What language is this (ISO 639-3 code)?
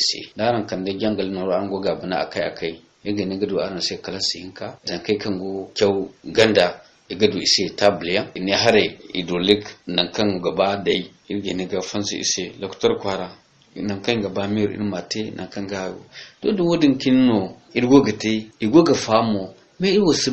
dje